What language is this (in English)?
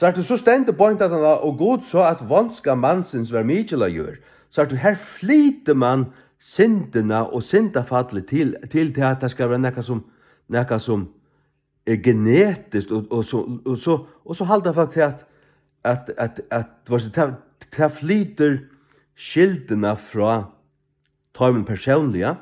Faroese